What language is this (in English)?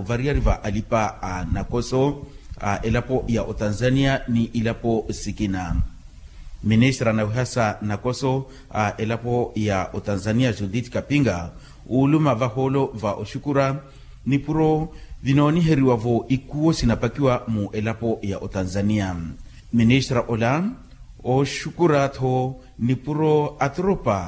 Makhuwa